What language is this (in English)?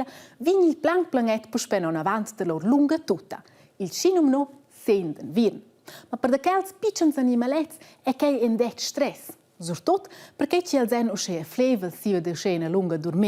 Romansh